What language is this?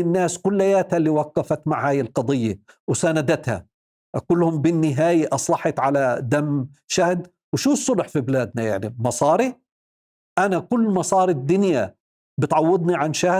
North Levantine Arabic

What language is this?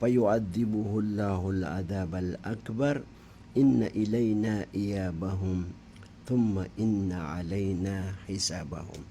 Maranao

